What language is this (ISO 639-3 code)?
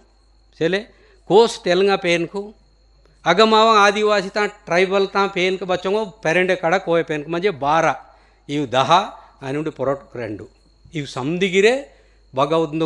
gon